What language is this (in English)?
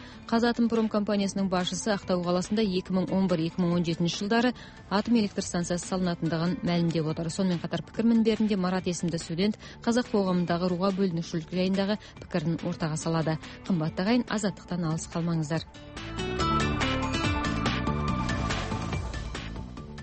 Kazakh